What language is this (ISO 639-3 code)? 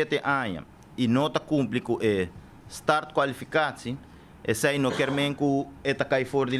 pap